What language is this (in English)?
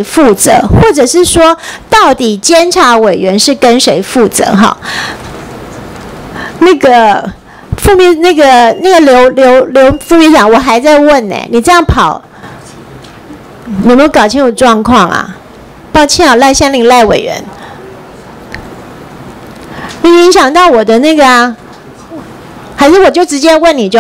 Chinese